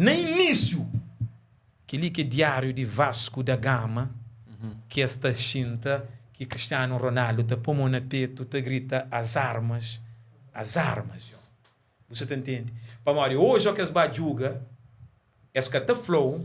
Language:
Kabuverdianu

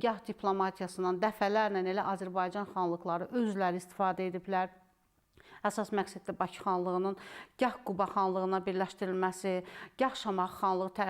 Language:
Azerbaijani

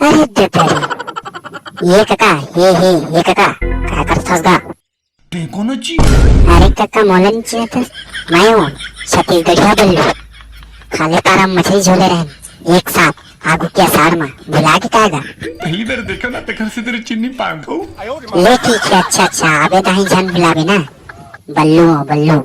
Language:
Chhattisgarhi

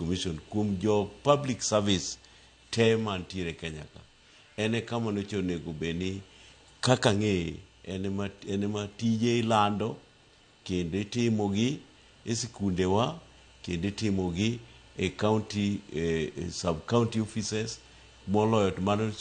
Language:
Luo (Kenya and Tanzania)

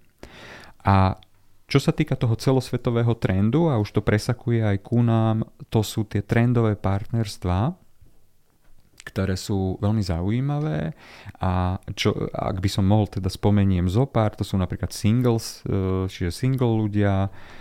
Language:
Slovak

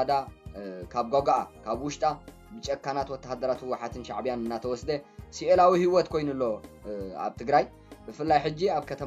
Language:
Tigrinya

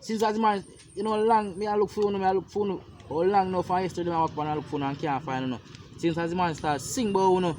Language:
Jamaican Creole English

